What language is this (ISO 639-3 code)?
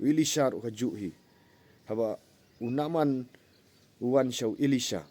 kha